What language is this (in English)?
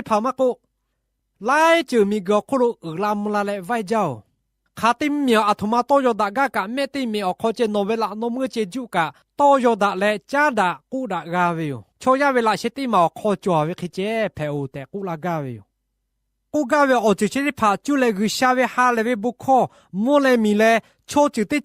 Lahu